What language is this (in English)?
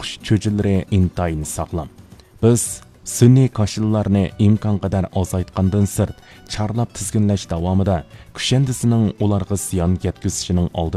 Uyghur